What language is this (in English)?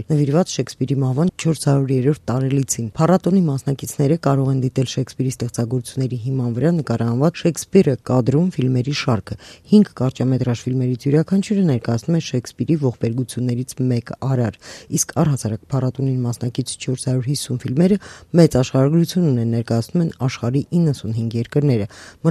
Armenian